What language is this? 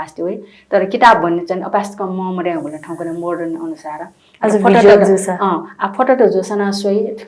Newari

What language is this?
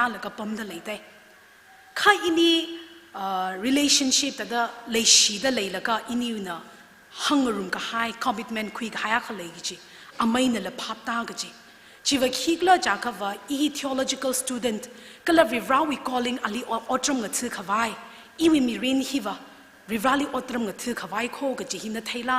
Tangkhul Naga (India)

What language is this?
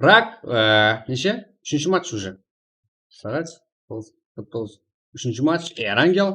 Kara-Kalpak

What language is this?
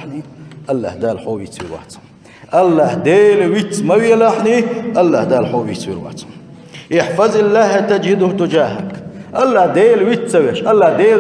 Chechen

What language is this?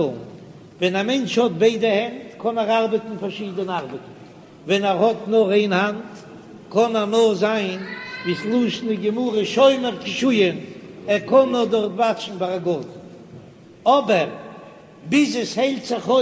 Yiddish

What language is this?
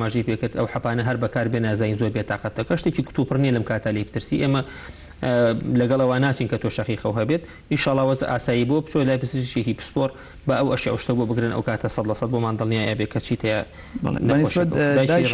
Central Kurdish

